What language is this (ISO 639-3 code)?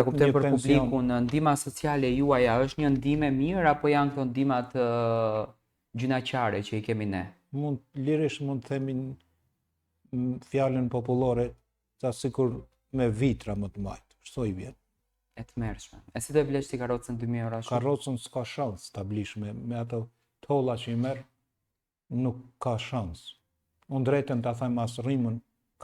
sqi